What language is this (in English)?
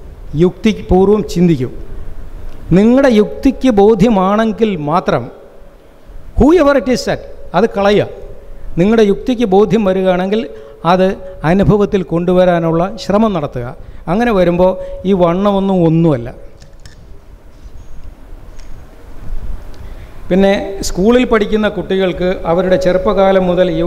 Malayalam